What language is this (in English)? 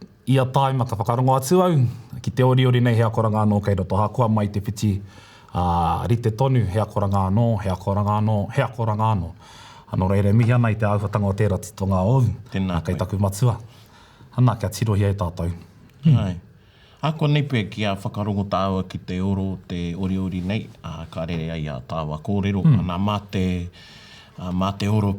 Māori